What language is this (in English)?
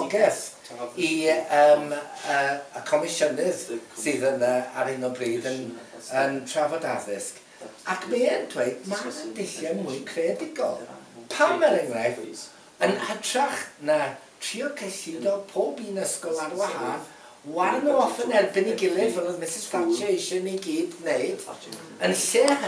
Welsh